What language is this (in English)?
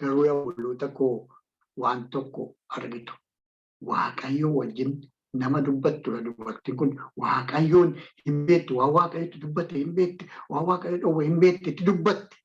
Oromo